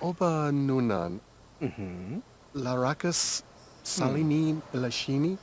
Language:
Bavarian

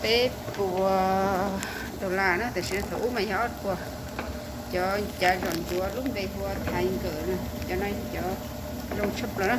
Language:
Hmong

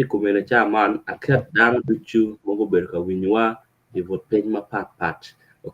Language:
Acoli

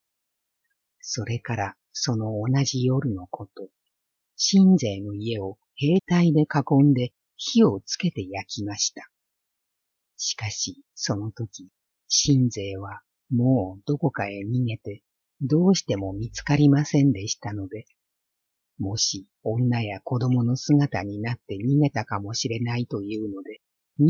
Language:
Japanese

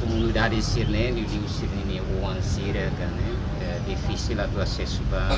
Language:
Tetum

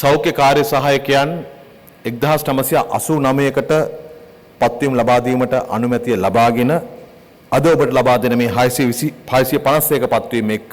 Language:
Sinhala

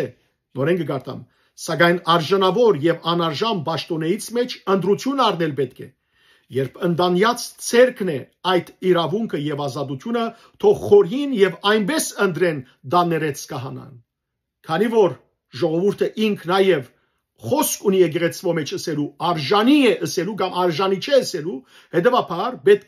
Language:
Western Armenian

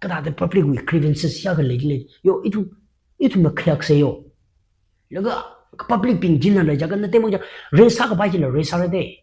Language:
Tangkhul Naga (India)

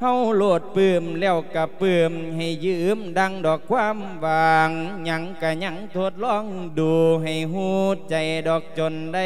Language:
Lao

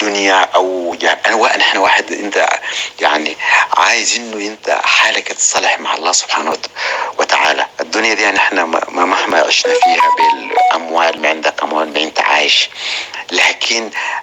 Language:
North Levantine Arabic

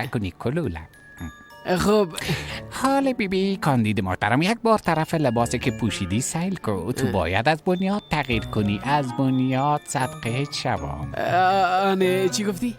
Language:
Persian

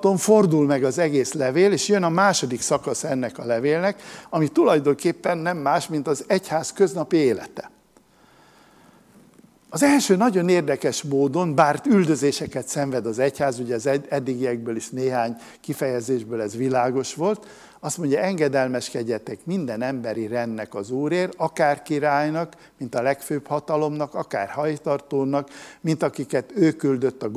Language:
Hungarian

